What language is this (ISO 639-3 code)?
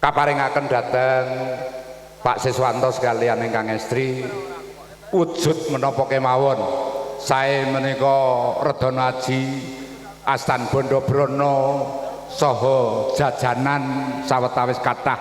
jav